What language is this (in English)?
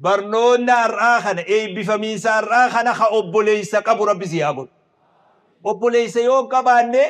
Oromo